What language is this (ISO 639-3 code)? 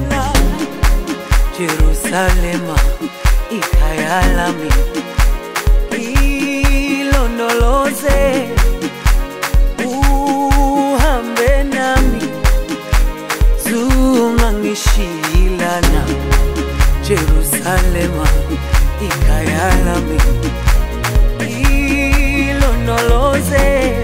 zul